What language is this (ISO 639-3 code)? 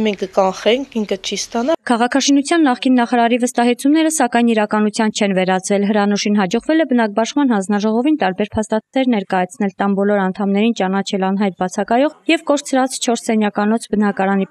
hye